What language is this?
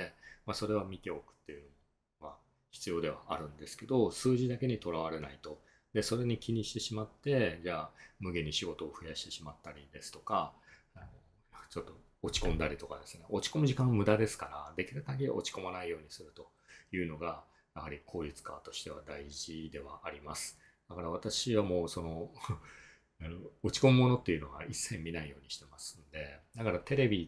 Japanese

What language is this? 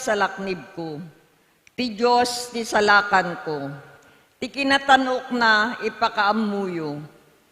Iloko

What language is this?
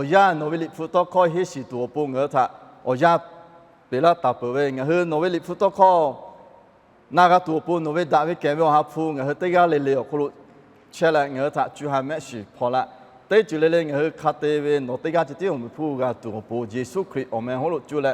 Lahu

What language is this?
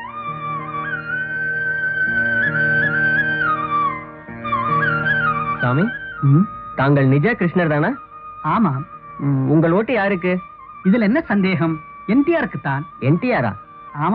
Tamil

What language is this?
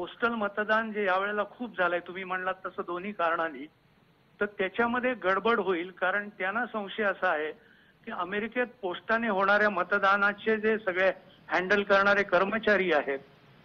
Marathi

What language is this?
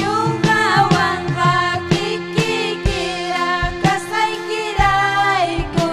Ayacucho Quechua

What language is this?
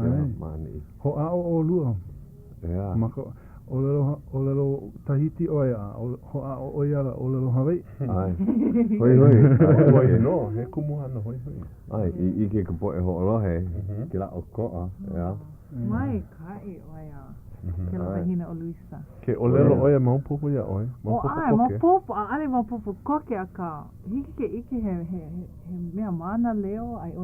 Hawaiian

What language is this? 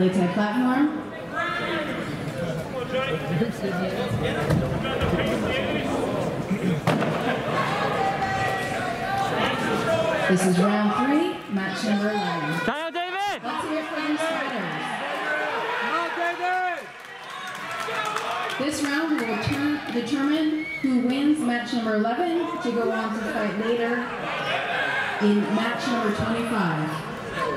English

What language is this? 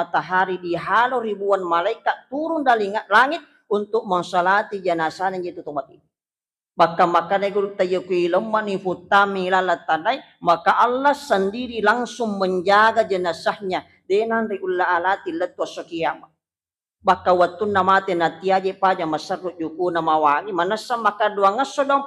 Buginese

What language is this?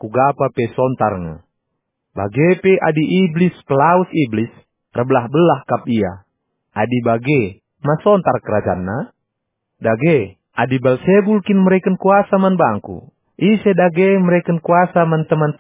Batak Karo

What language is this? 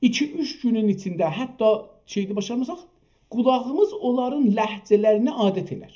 South Azerbaijani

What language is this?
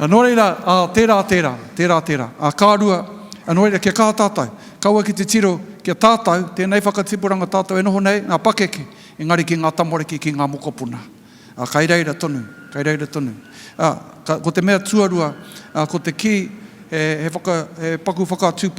Māori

